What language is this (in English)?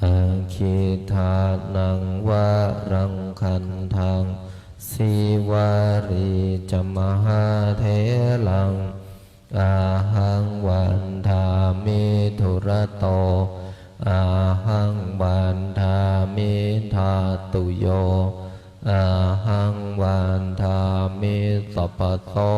Pali